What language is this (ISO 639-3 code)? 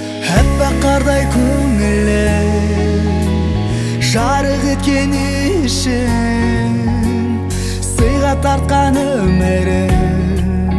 kaz